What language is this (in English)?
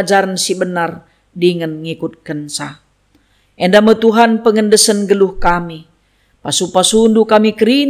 Batak Karo